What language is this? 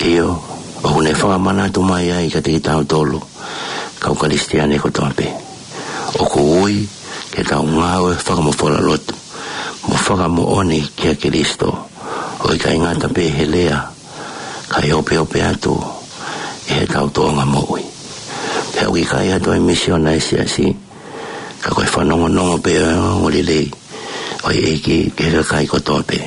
Tongan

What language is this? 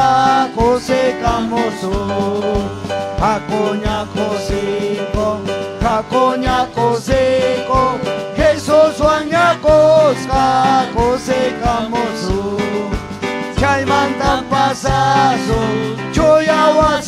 Ayacucho Quechua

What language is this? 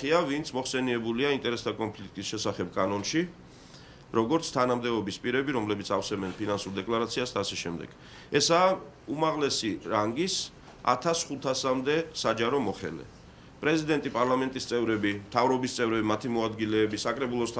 Georgian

